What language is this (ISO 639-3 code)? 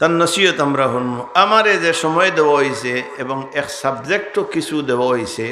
syl